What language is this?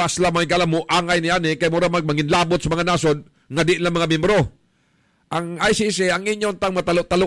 Cebuano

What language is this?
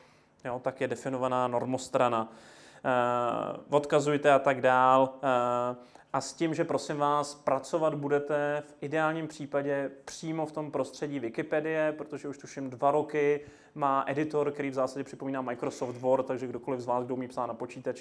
Czech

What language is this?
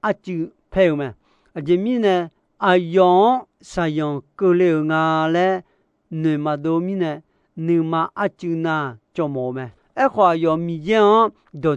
Akha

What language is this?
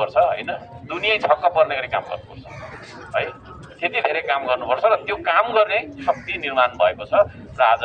Nepali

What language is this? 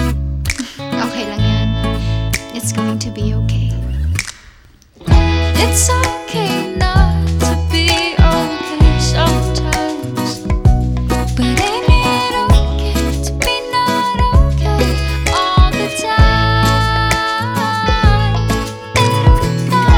Filipino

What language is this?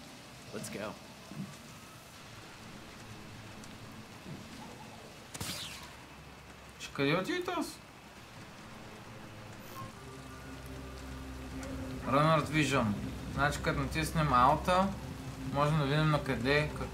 Bulgarian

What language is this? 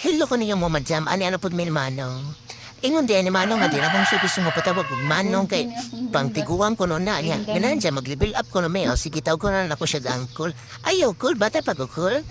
Cebuano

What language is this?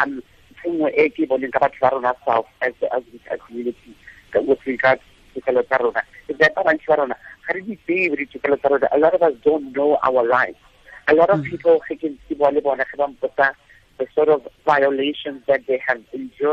Tswana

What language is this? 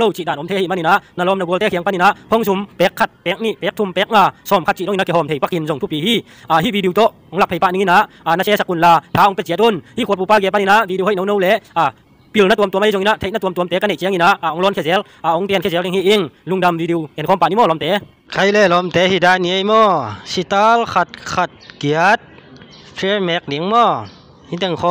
Tedim Chin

